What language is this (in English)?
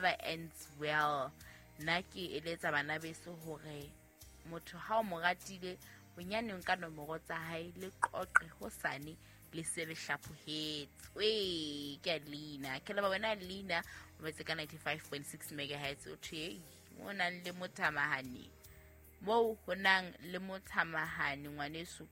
Southern Sotho